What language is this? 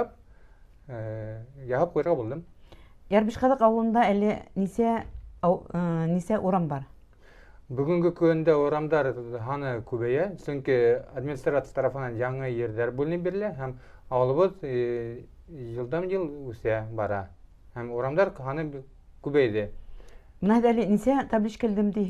Bashkir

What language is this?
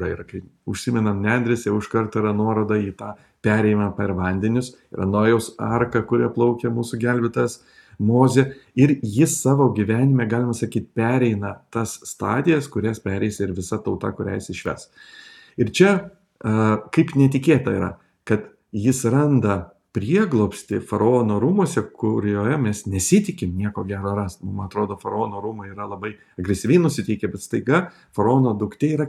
Lithuanian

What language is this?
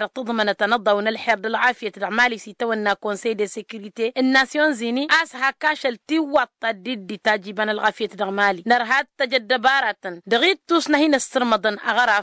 Tamasheq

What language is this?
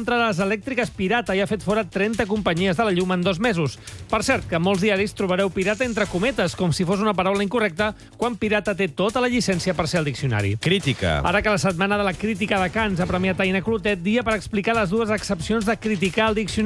Catalan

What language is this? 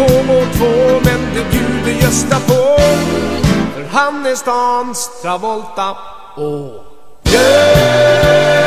Swedish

